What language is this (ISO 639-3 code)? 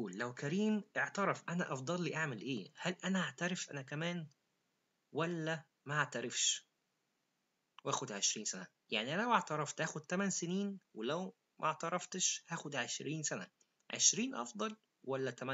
arz